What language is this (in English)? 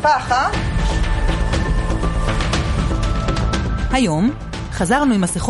Hebrew